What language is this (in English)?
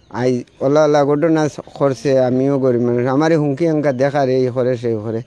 Sylheti